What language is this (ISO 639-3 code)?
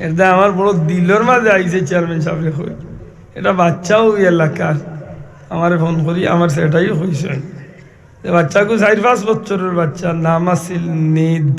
syl